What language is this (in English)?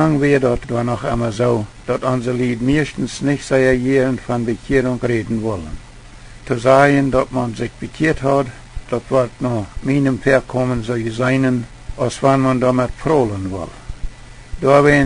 Plautdietsch